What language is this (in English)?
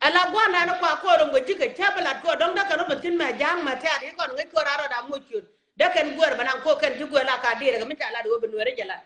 Nuer